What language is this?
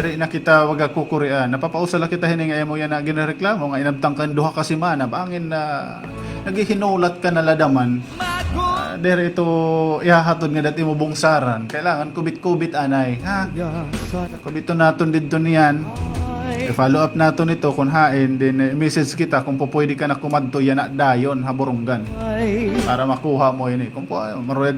Waray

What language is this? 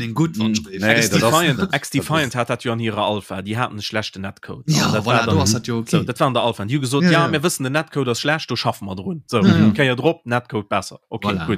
Luxembourgish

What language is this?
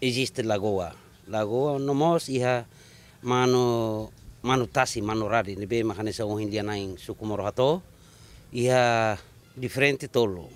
Tetum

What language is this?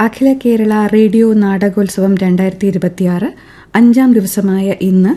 Malayalam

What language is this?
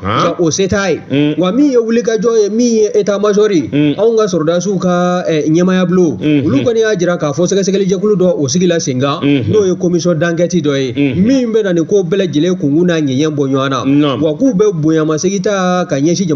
Bambara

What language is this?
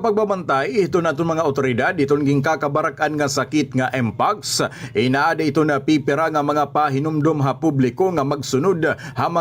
Waray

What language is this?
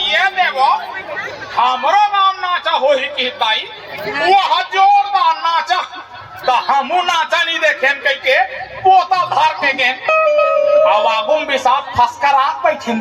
Chhattisgarhi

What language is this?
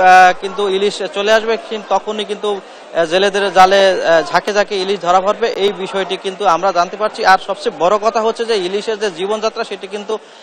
Bangla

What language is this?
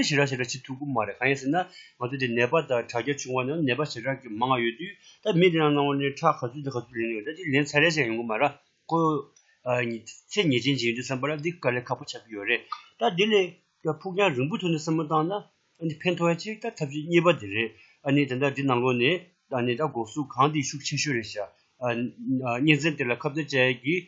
Tibetan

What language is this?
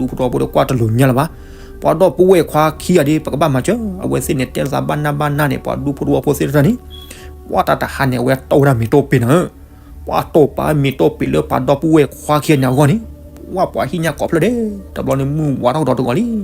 S'gaw Karen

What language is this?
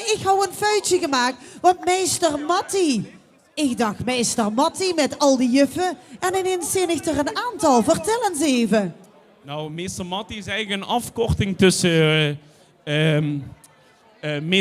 Limburgish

